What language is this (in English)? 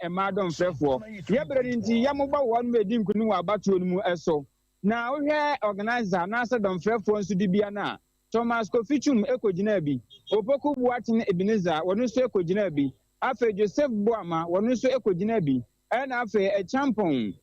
Akan